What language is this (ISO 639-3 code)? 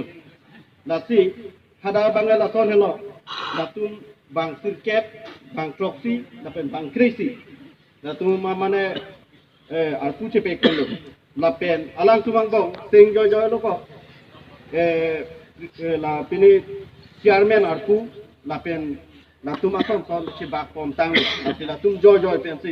mjw